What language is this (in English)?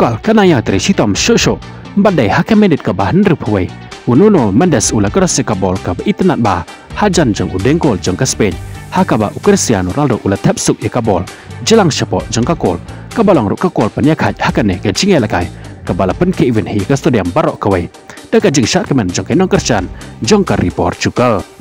Khasi